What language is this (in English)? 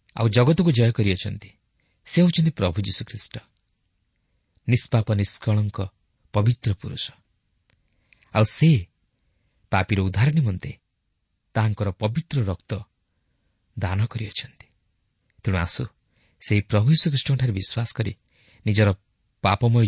Odia